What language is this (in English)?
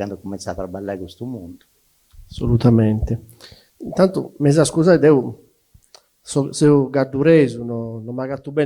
Sardinian